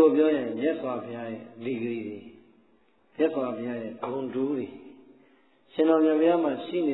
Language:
Burmese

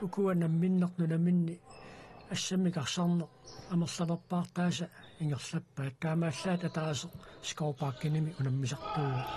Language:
Kalaallisut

